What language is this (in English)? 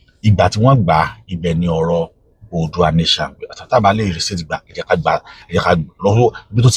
Yoruba